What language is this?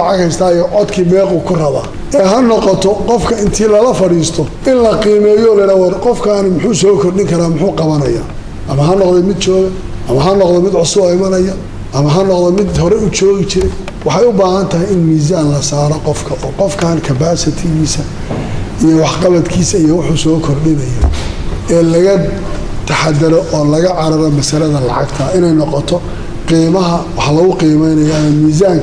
Somali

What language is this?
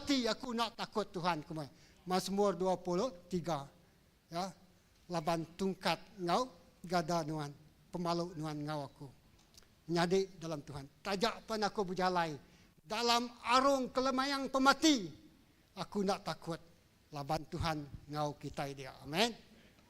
Iban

